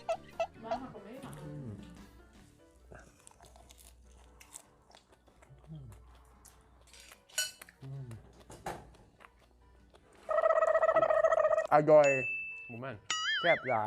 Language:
Lao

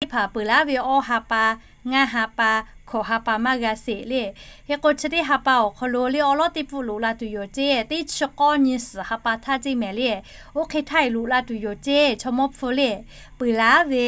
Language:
Lahu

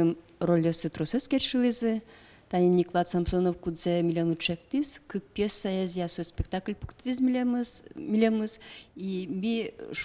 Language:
Udmurt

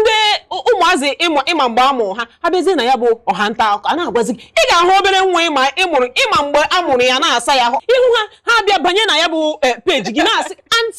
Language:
Igbo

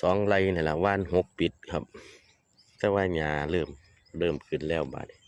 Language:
Northeastern Thai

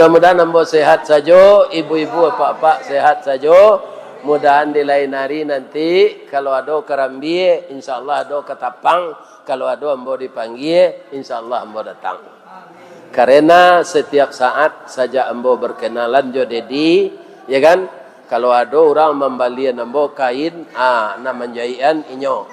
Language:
Minangkabau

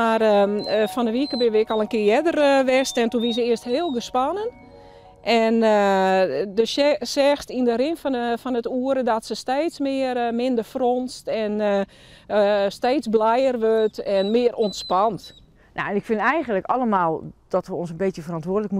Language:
Western Frisian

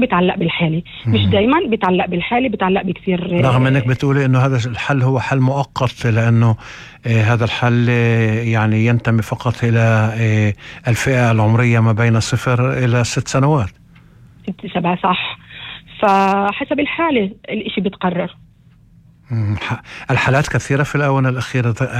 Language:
North Levantine Arabic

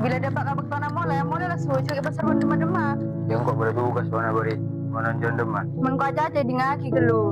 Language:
Madurese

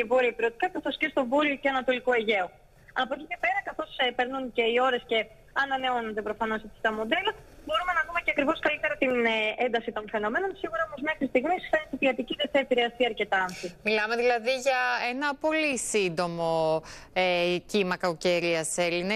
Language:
Greek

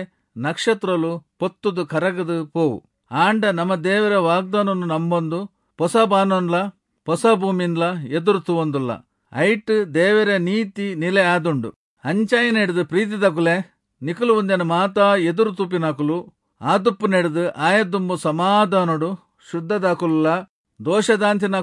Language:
Tulu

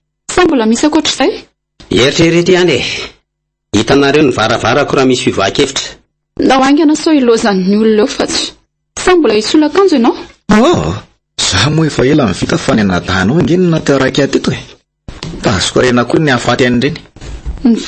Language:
Malagasy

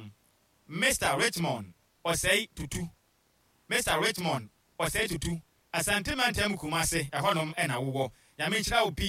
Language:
Akan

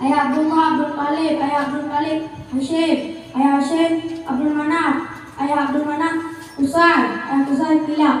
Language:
Achinese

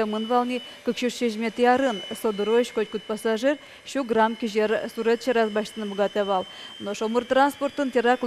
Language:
Udmurt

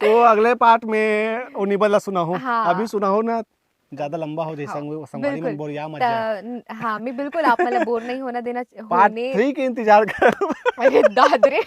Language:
Chhattisgarhi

